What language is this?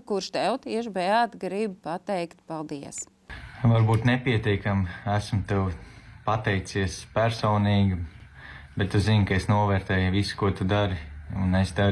Latvian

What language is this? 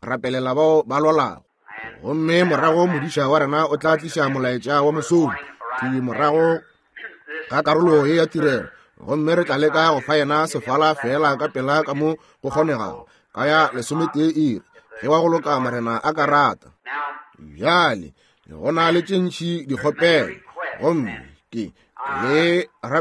Northern Sotho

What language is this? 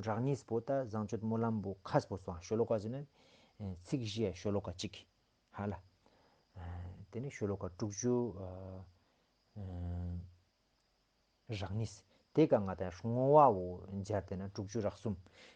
Ladakhi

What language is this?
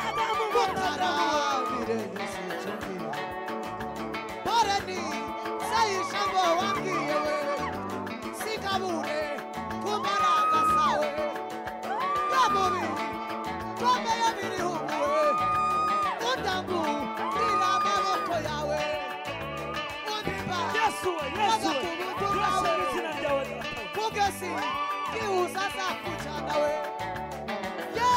Kinyarwanda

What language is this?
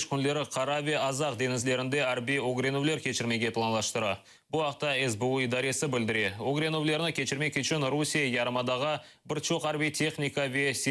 Crimean Tatar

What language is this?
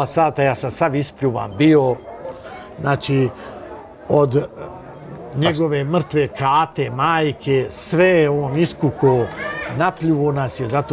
Bosnian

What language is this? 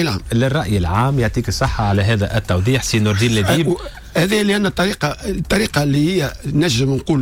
Tunisian Arabic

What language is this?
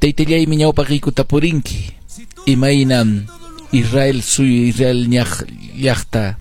Quechua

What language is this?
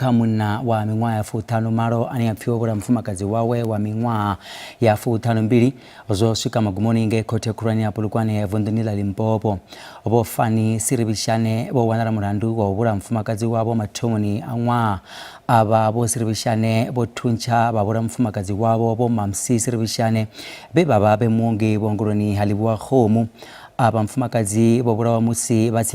Venda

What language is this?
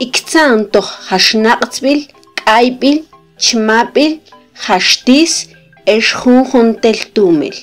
Mam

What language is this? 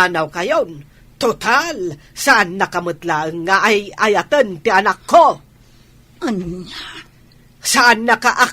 Iloko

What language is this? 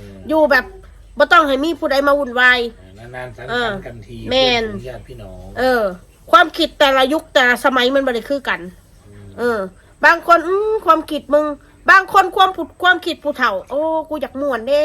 Northeastern Thai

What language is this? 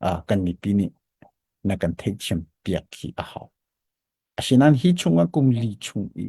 Hakha Chin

